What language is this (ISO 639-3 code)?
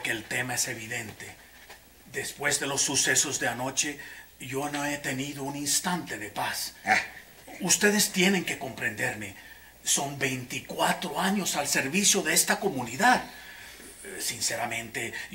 spa